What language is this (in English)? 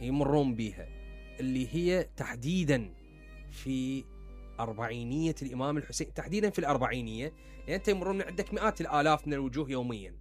Mesopotamian Arabic